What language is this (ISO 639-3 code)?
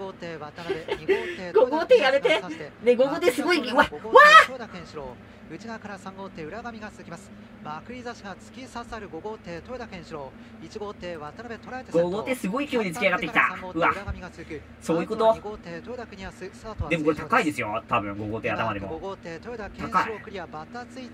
jpn